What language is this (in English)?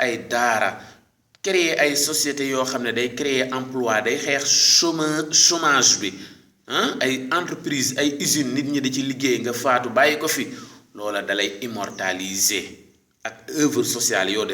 Wolof